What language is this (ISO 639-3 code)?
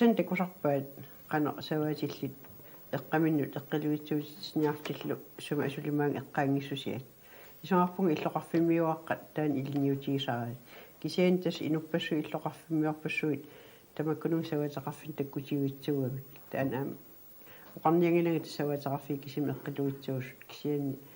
kal